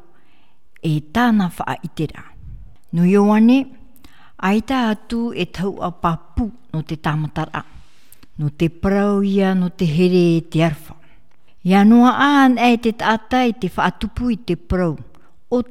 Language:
Tahitian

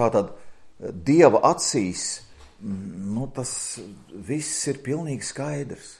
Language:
Latvian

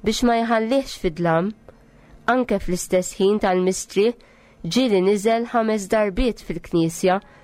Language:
Maltese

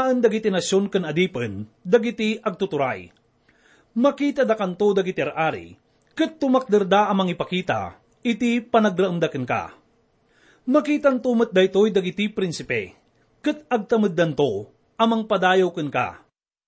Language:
Iloko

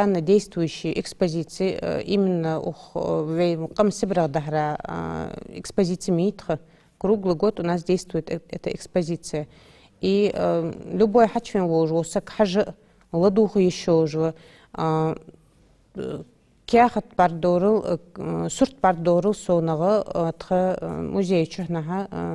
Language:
Ingush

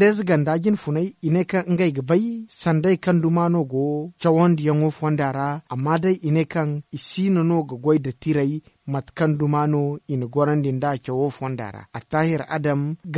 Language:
Zarma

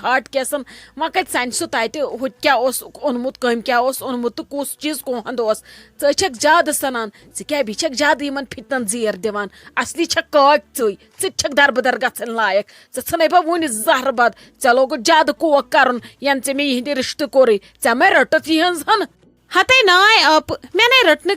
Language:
Kashmiri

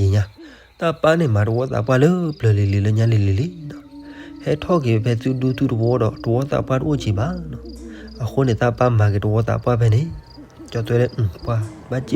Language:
S'gaw Karen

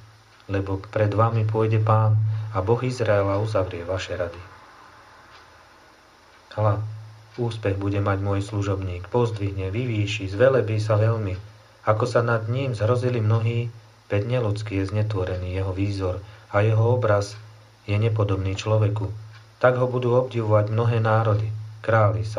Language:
Slovak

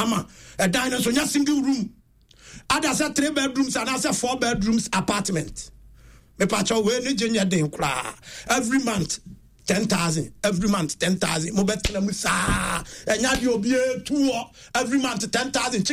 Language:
Akan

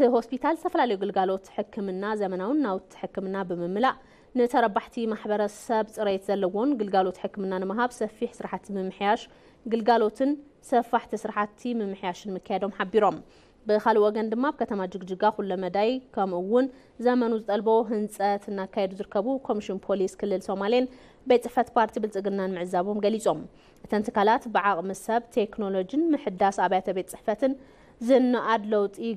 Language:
Tigrinya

